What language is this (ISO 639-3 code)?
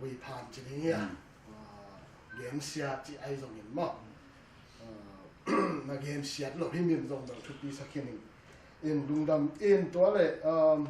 ctd